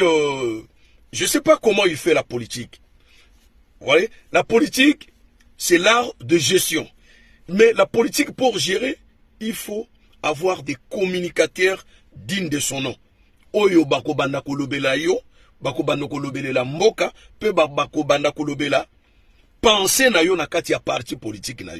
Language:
Lingala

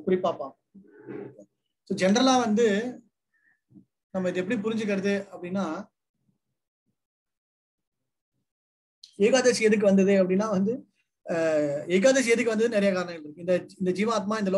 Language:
Tamil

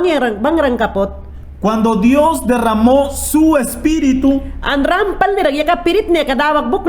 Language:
Mayangna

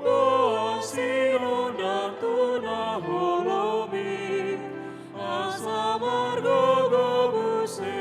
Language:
Batak Toba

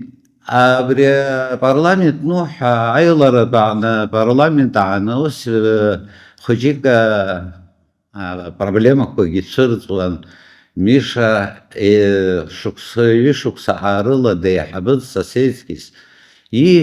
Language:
Abkhazian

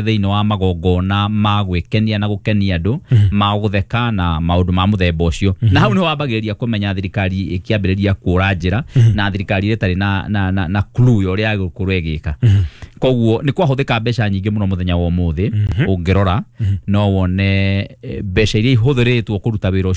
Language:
Kikuyu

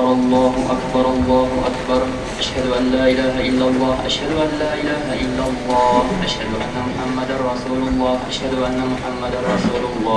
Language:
Tatar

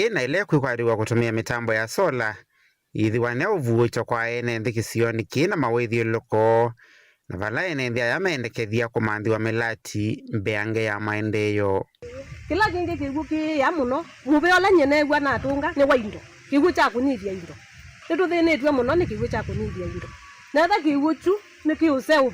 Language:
Kamba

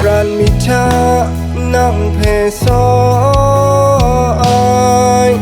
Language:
Kachin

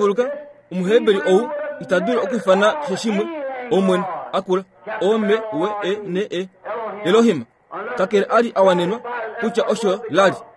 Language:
Kuanyama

